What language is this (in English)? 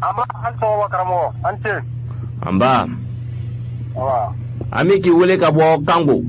Bambara